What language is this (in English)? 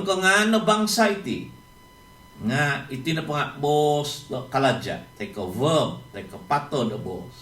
Central Dusun